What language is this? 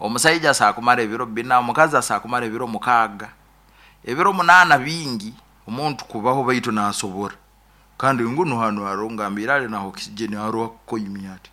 Nyoro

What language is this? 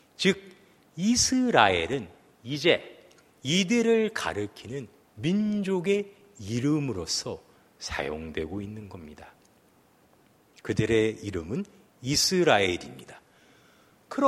Korean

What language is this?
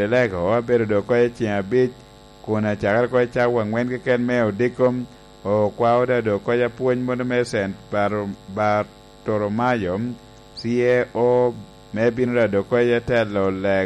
Lango (Uganda)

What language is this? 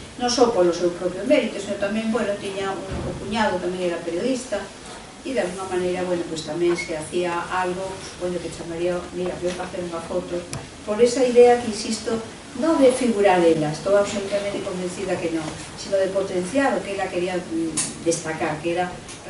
Galician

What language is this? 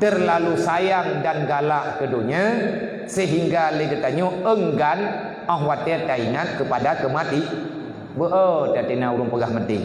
Achinese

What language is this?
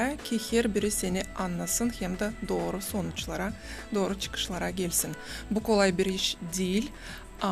Gagauz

